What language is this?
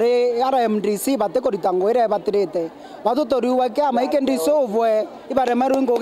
Meru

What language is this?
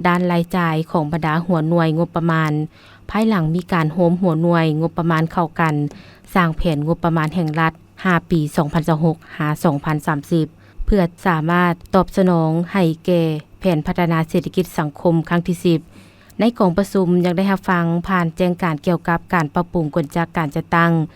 Lao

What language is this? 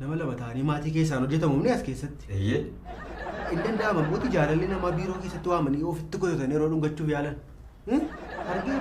Oromo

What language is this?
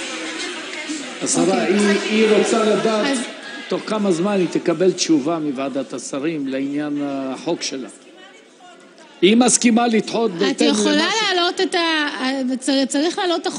Hebrew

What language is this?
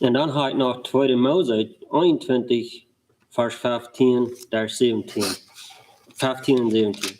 Plautdietsch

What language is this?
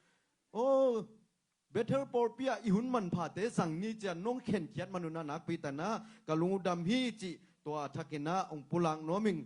Tedim Chin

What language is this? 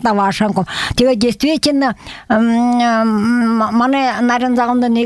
Buriat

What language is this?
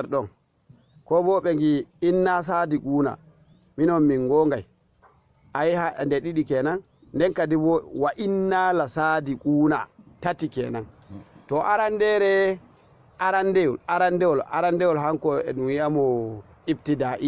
Fula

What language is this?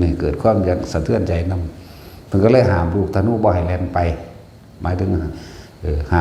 Northeastern Thai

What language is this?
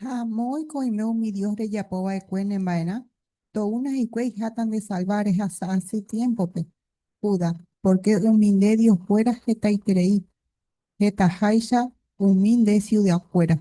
Guarani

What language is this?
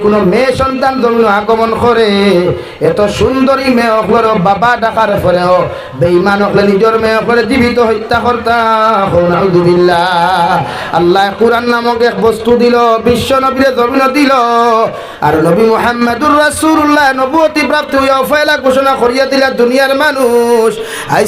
Sylheti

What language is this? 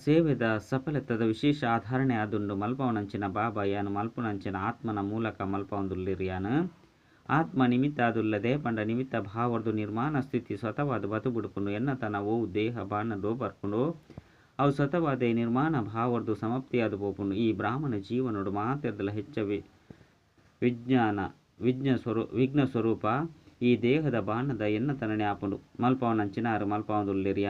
Tulu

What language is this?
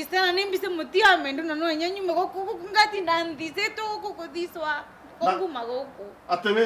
Kikuyu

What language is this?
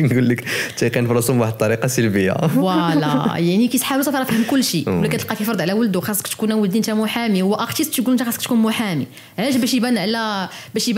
Moroccan Arabic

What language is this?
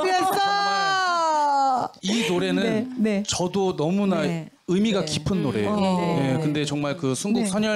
Korean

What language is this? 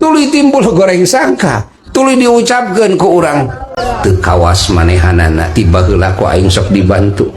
Sundanese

